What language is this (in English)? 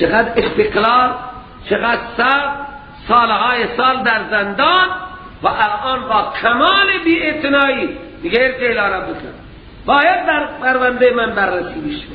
Persian